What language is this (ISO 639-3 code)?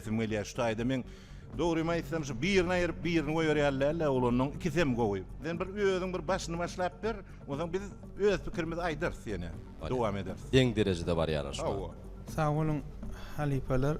tuk